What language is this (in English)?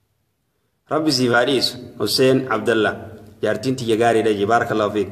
Oromo